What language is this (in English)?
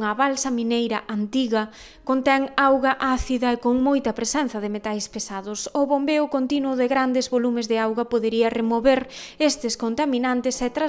Galician